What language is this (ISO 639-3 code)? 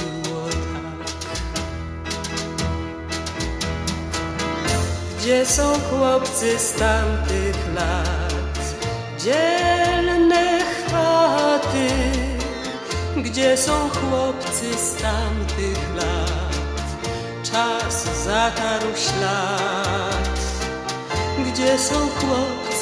pol